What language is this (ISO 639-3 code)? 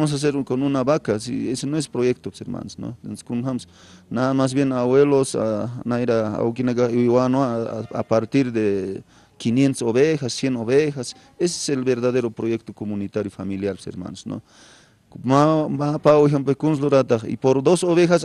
aym